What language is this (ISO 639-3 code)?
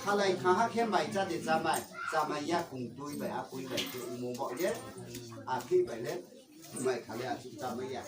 ria